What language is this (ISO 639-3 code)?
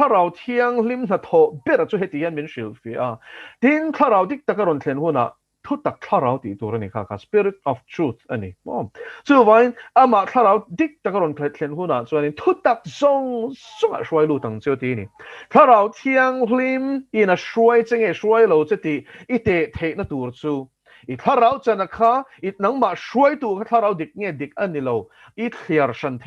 lus